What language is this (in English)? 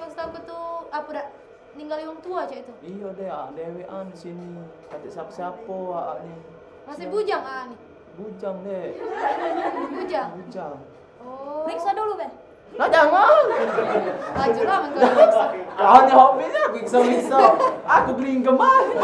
Musi